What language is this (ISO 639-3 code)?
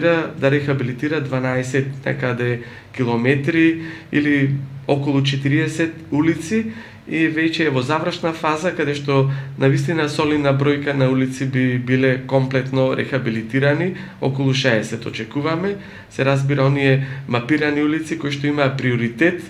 mkd